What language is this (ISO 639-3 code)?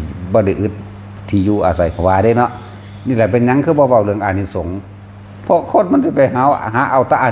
tts